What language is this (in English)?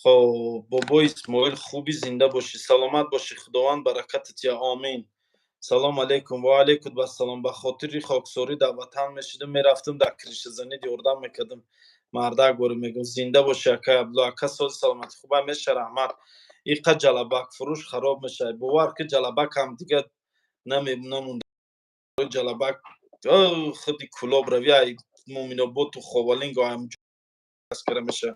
Tajik